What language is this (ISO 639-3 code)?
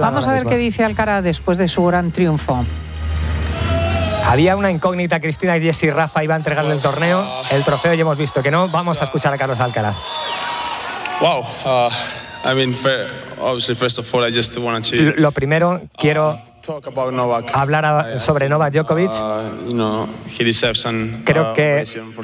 spa